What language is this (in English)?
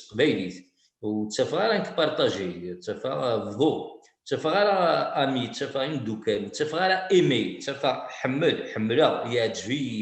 Kabyle